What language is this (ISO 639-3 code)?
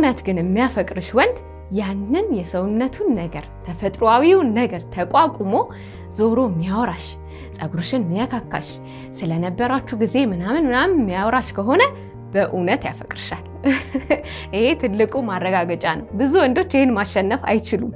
amh